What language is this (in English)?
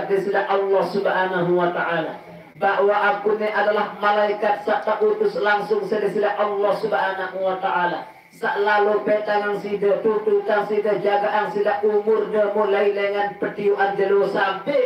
Sasak